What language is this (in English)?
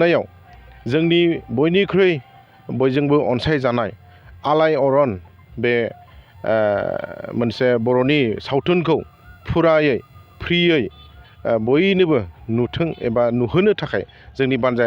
Bodo